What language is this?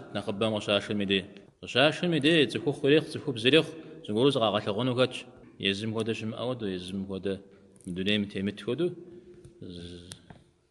Kabardian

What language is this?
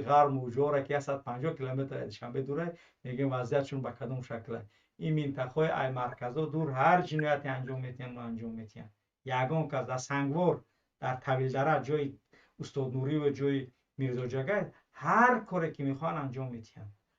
Tajik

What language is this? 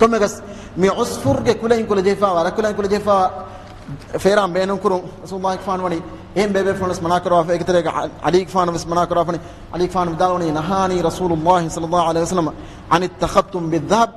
Divehi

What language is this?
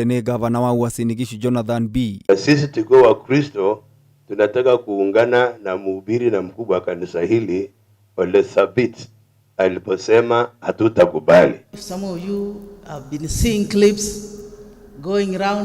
Kikuyu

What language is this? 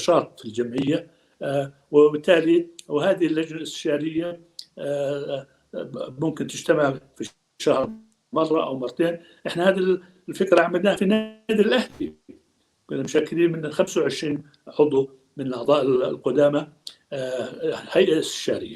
North Levantine Arabic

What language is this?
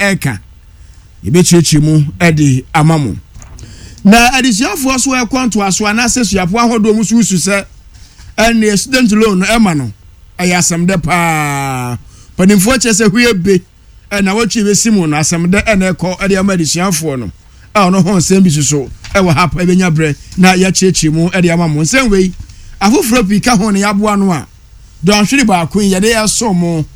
Akan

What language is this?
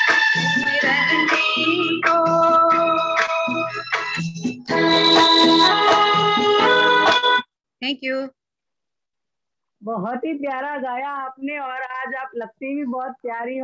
Hindi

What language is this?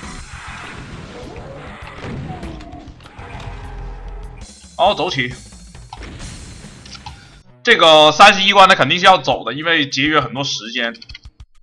Chinese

